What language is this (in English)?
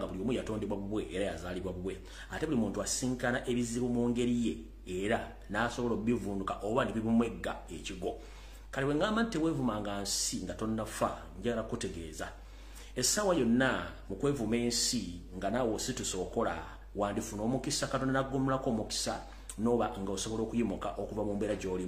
Ganda